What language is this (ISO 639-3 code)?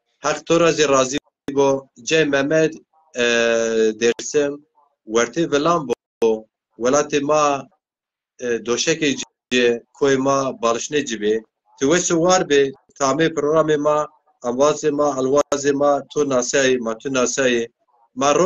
zza